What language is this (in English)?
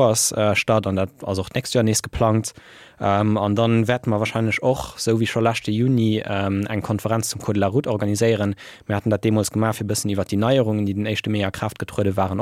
Luxembourgish